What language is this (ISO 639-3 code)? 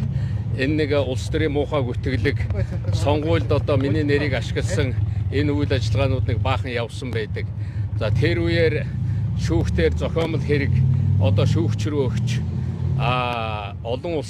mon